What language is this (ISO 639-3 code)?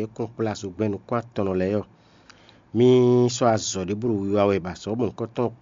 fon